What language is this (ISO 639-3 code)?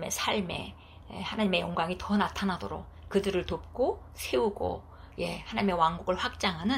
kor